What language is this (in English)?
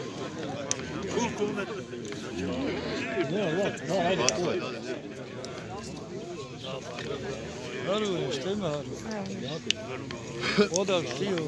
Bosnian